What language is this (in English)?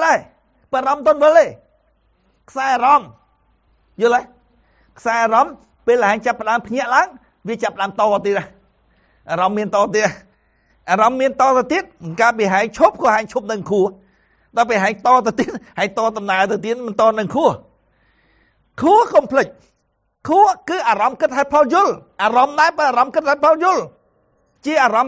Khmer